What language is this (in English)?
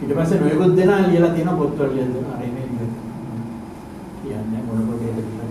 Sinhala